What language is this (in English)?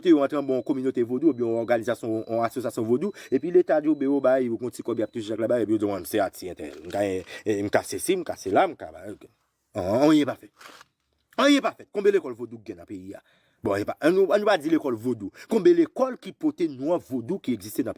Haitian Creole